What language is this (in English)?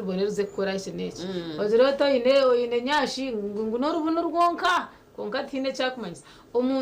Nyankole